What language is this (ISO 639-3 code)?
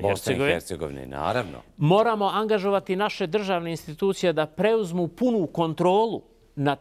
bos